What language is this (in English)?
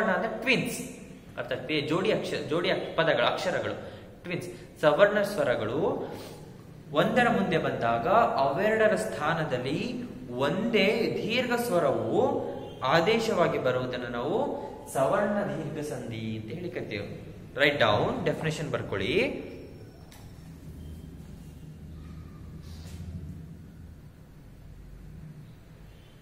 Kannada